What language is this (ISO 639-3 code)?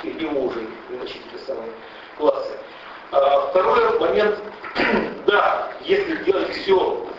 rus